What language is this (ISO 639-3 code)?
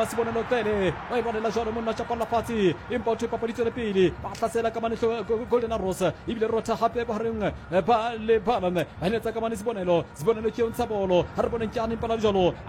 sot